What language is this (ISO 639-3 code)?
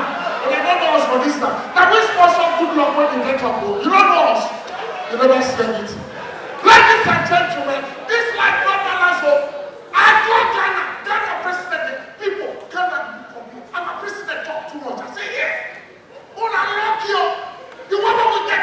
pcm